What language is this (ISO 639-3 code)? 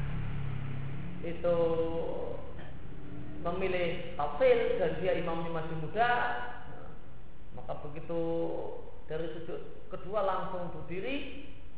ind